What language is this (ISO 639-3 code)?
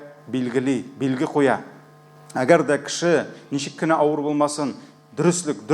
tat